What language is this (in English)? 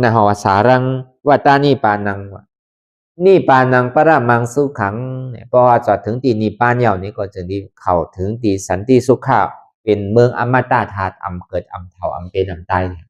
Lü